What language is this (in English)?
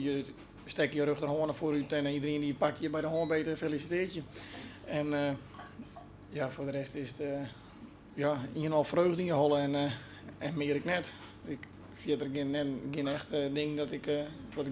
Western Frisian